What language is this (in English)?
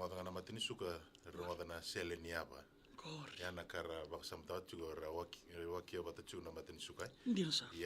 Fijian